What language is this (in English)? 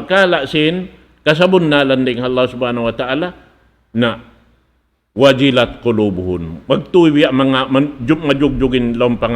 Tausug